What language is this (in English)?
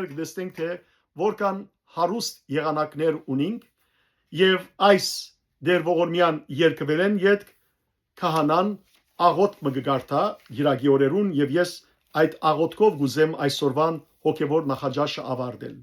Western Armenian